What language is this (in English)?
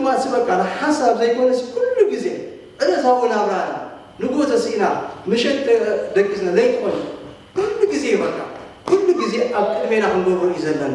Tigrinya